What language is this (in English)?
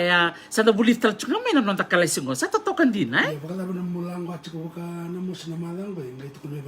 Fijian